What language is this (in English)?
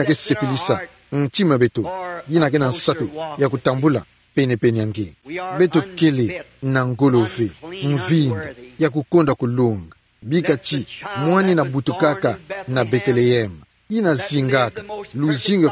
Kituba (Democratic Republic of Congo)